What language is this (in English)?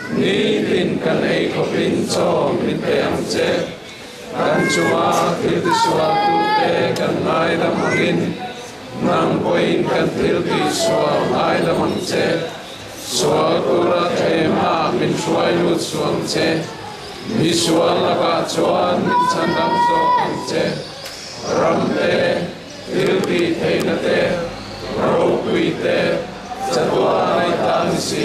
Mizo